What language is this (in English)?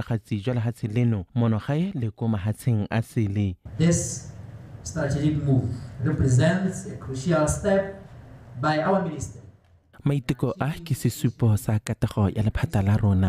Tswana